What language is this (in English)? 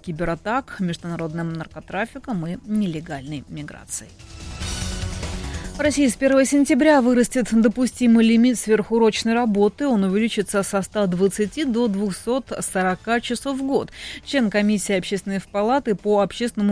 Russian